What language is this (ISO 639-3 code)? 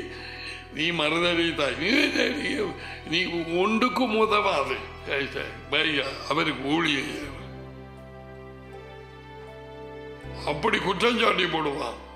tam